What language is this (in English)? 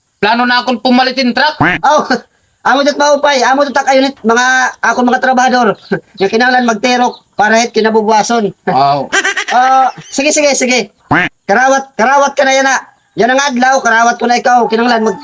Waray